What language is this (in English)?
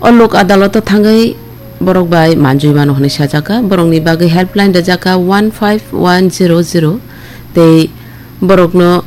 Kok Borok